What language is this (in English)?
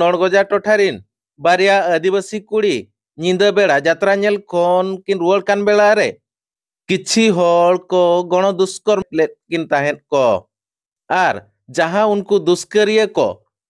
Santali